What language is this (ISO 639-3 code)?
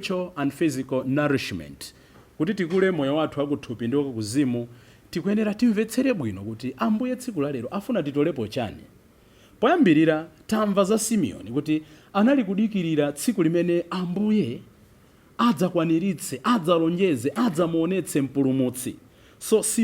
nya